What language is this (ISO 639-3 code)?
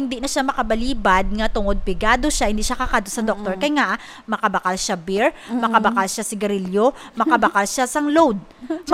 hil